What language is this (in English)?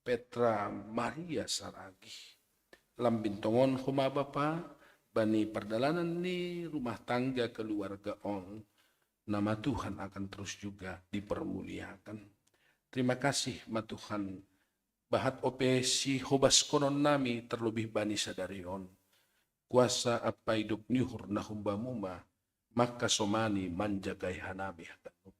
Batak Simalungun